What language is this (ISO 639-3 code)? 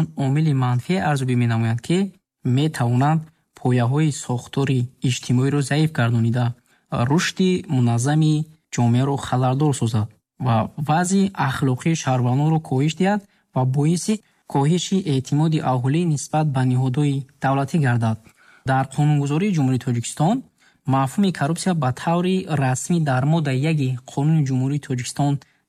tgk